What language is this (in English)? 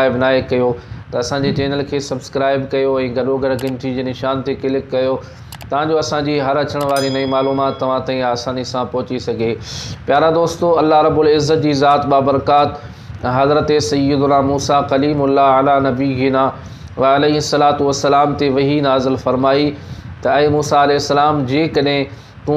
Sindhi